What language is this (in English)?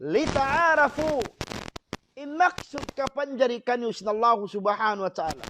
Tausug